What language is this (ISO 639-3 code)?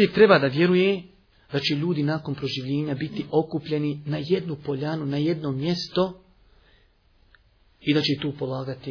bos